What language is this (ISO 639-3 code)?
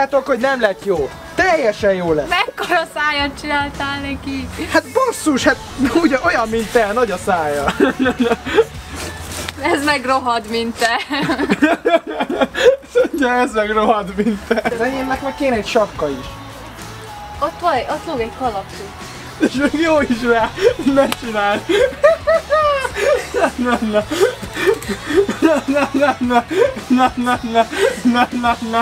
hun